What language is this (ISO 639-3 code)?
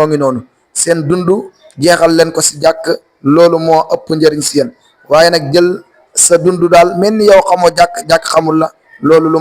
wol